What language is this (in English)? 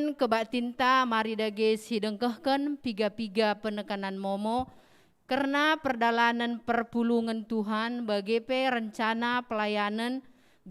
Batak Karo